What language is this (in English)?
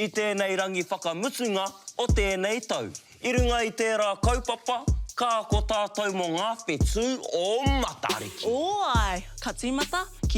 Māori